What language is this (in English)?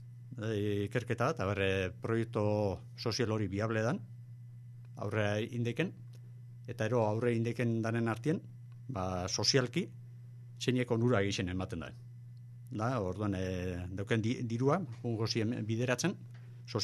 Basque